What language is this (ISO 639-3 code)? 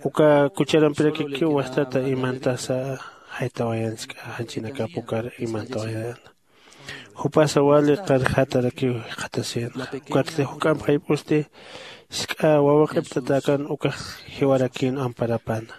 aym